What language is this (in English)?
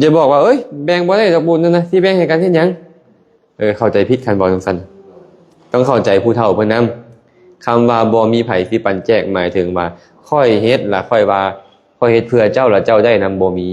Lao